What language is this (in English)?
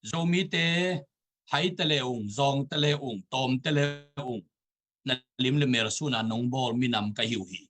Tedim Chin